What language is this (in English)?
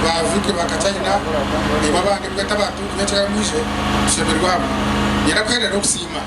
Nyankole